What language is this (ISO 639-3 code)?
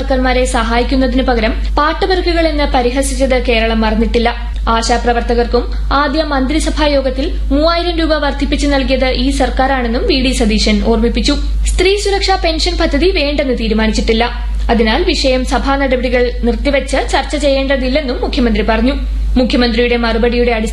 mal